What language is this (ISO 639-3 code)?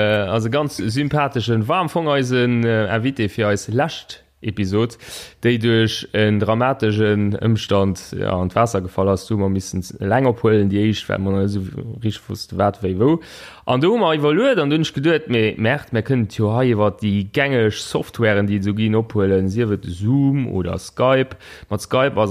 ltz